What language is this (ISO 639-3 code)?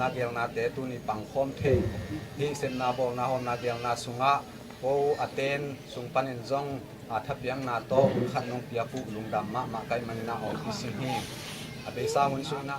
ctd